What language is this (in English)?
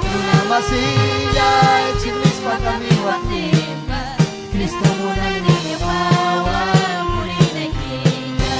Ayacucho Quechua